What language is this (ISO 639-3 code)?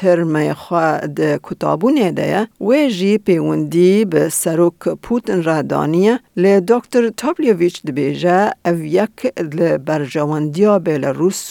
kur